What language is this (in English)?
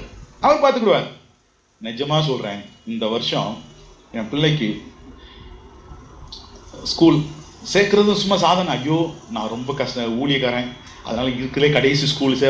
Tamil